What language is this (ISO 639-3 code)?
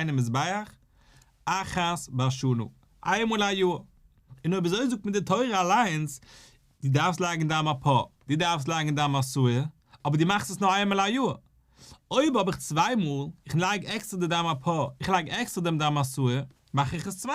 yid